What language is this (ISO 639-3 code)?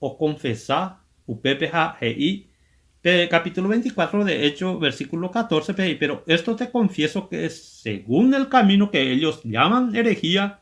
grn